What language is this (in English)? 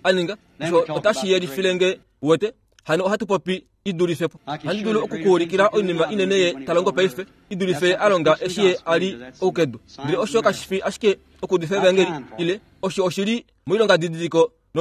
Kuanyama